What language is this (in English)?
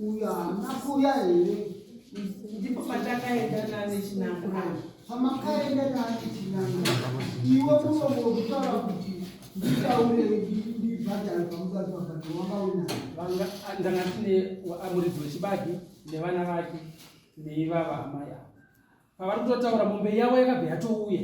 Shona